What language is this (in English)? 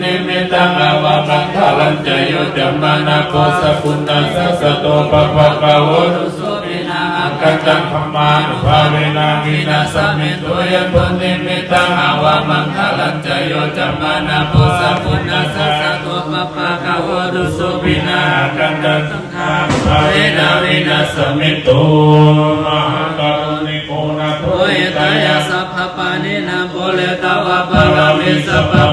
Pali